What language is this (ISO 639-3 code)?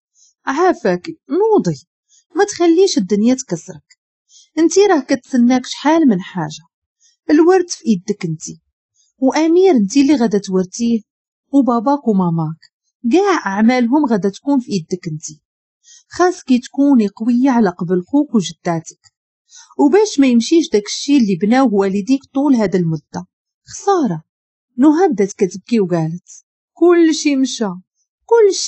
ary